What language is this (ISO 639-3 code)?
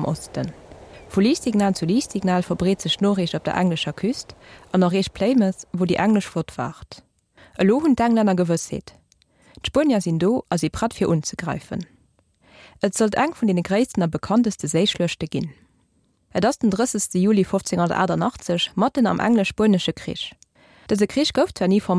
ltz